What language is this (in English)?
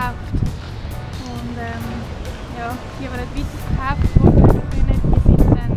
Swiss German